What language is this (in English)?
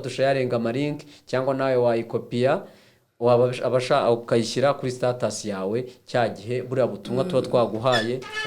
Kinyarwanda